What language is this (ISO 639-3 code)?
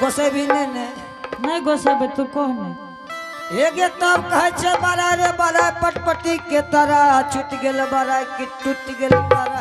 anp